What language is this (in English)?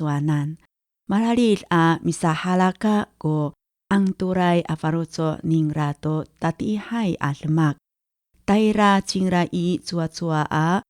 Amis